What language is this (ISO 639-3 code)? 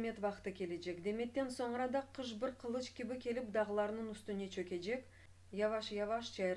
crh